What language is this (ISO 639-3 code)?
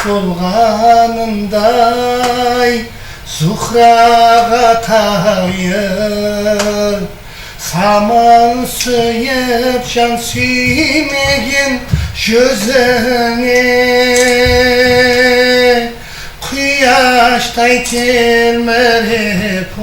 kaa